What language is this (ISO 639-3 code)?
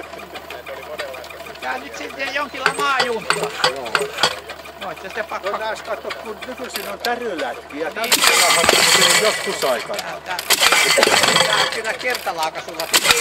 fin